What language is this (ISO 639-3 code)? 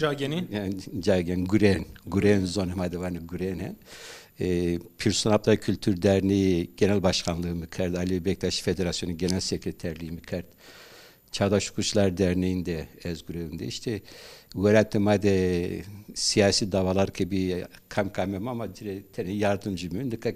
zza